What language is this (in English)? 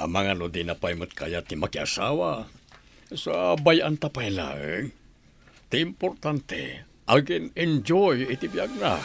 Iloko